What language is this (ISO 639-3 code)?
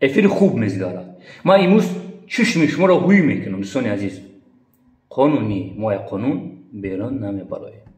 tgk